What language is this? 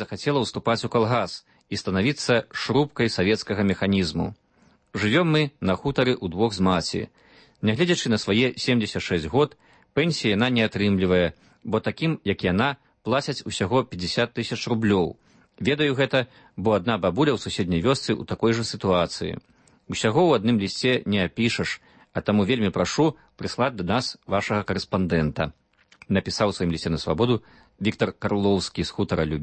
Belarusian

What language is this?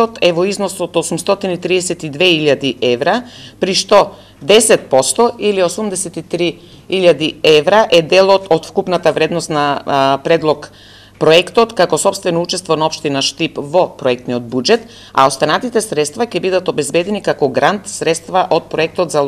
Macedonian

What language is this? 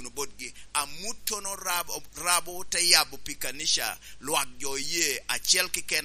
Lango (Uganda)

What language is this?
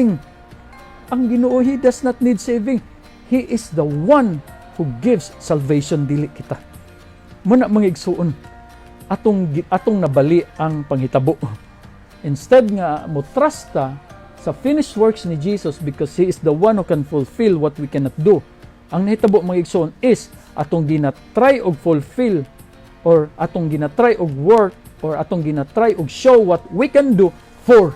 Cebuano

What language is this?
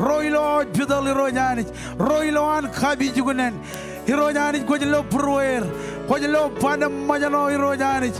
Marshallese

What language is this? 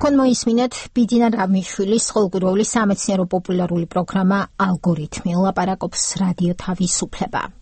Georgian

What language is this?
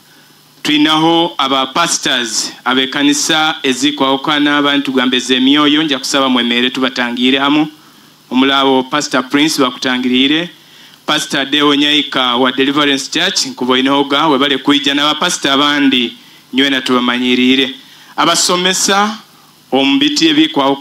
Nyoro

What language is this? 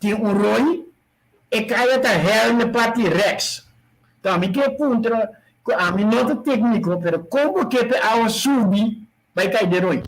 Papiamento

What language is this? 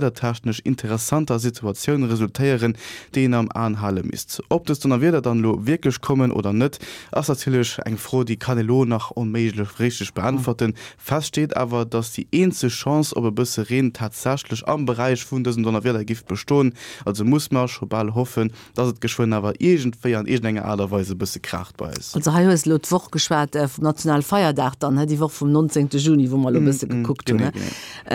Luxembourgish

